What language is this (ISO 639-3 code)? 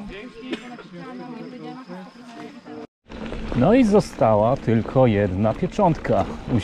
pol